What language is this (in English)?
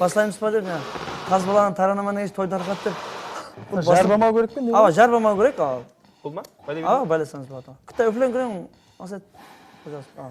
Kara-Kalpak